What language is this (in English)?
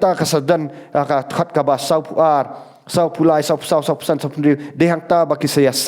Khasi